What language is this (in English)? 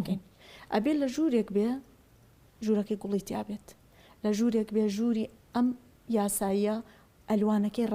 Central Kurdish